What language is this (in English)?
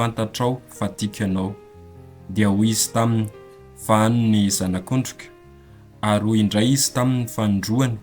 Malagasy